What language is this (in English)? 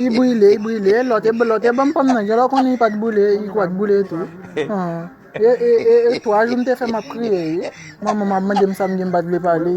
Haitian Creole